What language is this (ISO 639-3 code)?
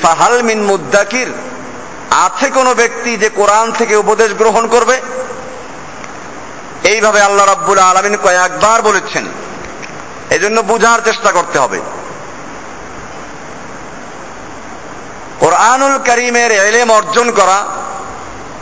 ben